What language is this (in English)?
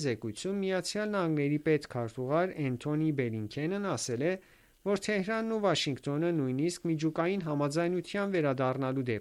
Armenian